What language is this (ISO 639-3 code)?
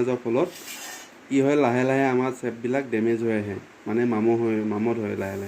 asm